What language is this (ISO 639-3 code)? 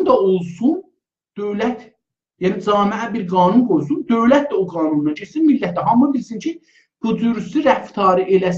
azb